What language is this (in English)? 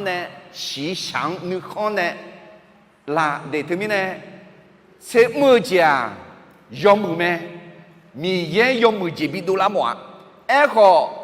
Akha